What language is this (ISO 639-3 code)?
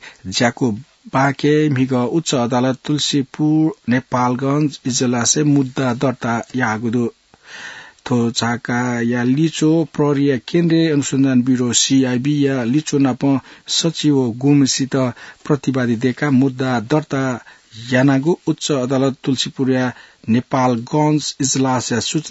new